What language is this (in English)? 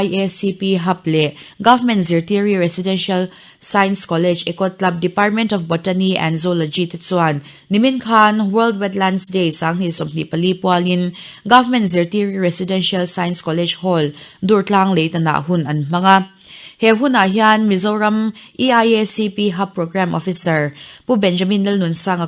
Mizo